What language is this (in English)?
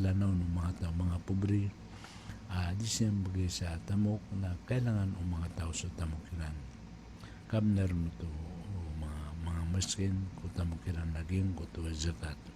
Maranao